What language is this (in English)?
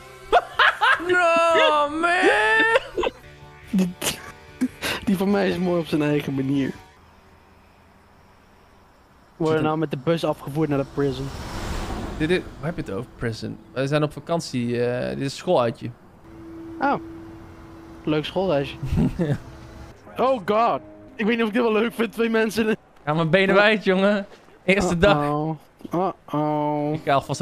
Dutch